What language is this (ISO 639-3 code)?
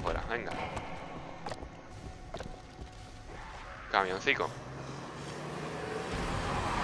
spa